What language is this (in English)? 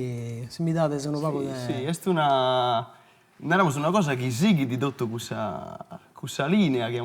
Sardinian